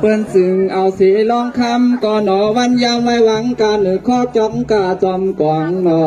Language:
Shan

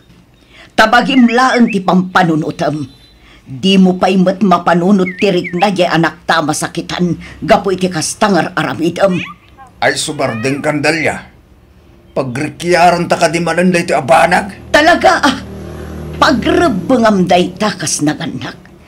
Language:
Iloko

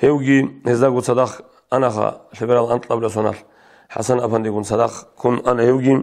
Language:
Avaric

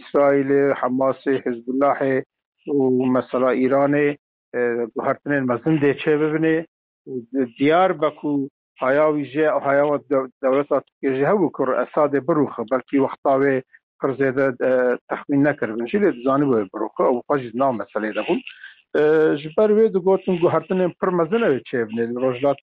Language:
Kurdish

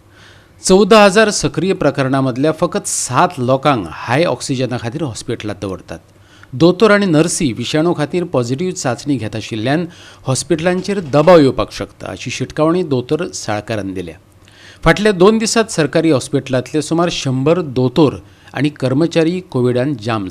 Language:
Konkani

